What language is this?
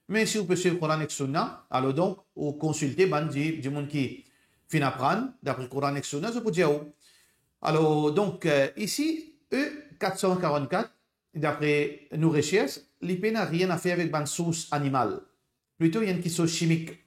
Morisyen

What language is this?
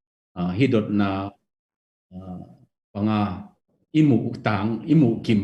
Tedim Chin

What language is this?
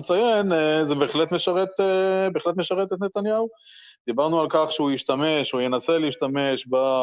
Hebrew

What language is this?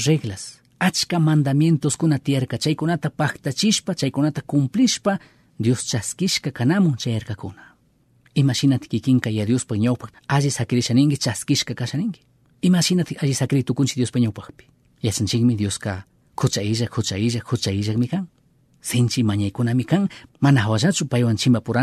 Chimborazo Highland Quichua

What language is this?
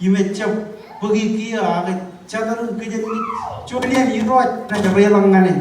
Marshallese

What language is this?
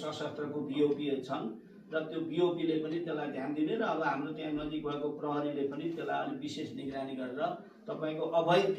Nepali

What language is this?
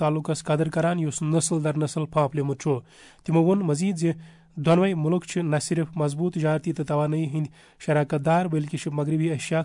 Kashmiri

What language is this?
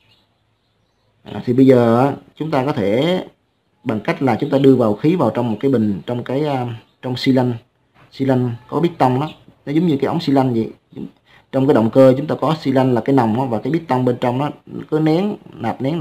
Vietnamese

